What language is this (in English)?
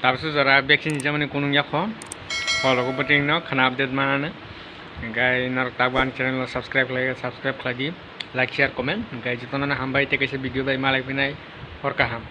Kok Borok